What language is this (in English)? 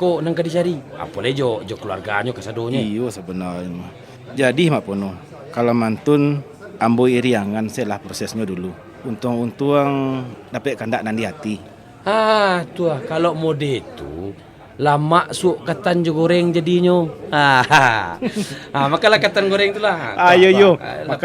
Minangkabau